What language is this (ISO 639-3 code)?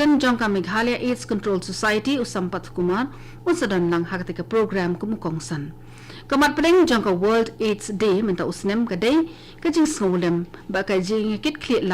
kha